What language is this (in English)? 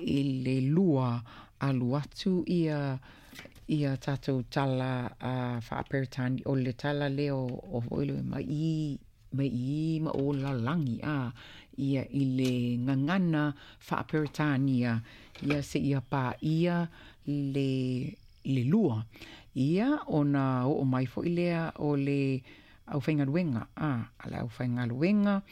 Samoan